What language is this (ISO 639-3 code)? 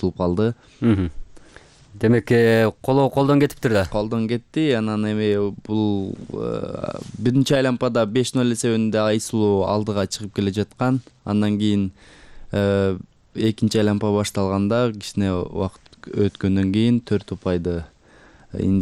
kir